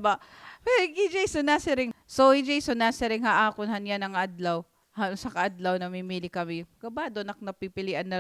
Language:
Waray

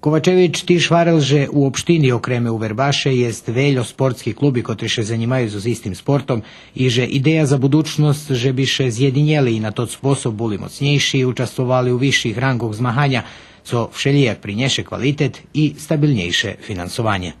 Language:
Rusyn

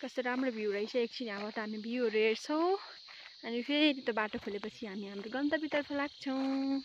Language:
Nepali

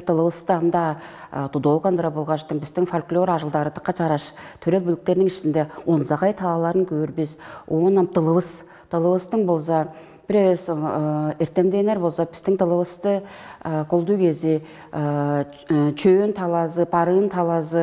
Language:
Tuvinian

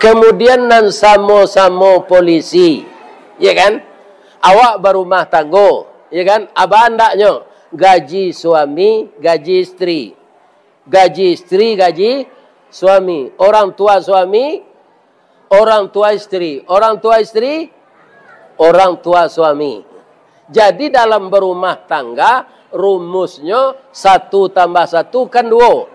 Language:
Minangkabau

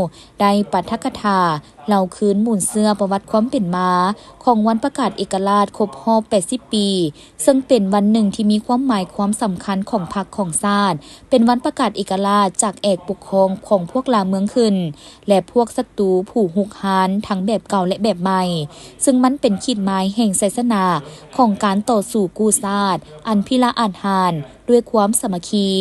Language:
Lao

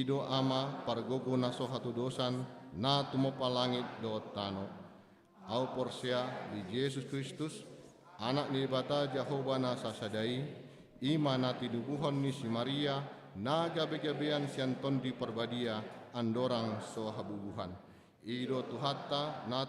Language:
Batak Toba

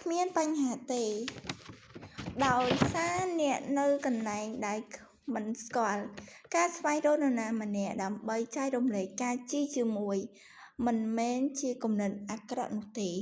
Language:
Khmer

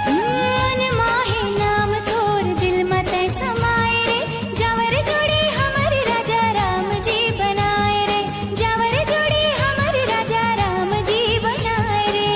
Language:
Chhattisgarhi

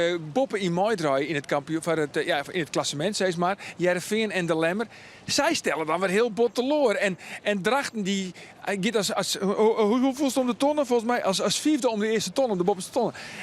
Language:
Western Frisian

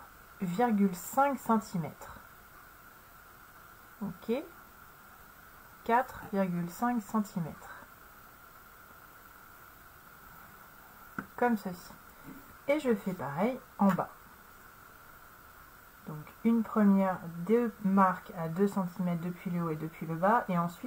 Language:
French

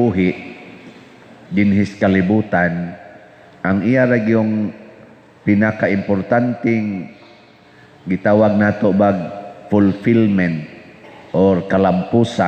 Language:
Cebuano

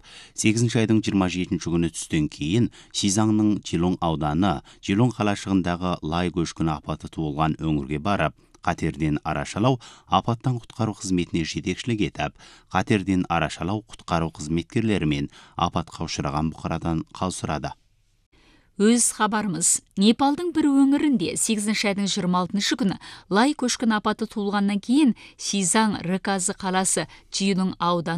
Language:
Kazakh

